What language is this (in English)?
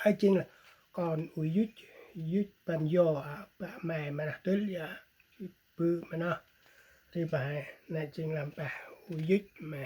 Central Mnong